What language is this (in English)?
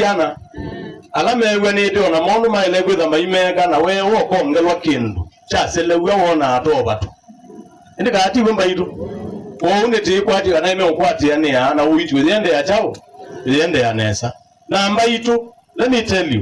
Kamba